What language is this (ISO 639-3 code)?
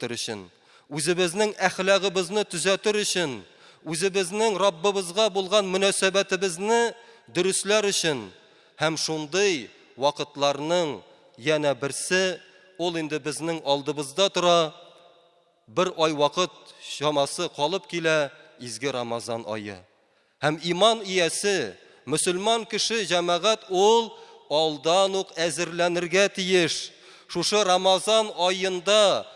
tat